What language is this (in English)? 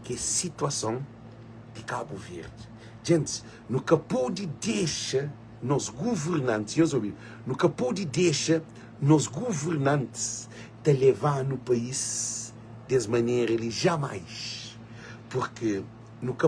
Kabuverdianu